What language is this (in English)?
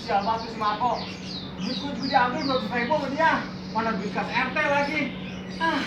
Betawi